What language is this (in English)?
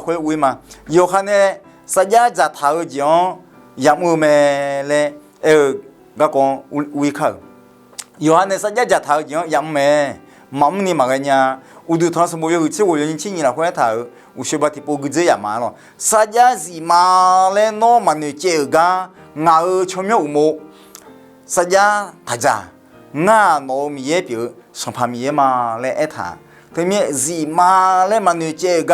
Akha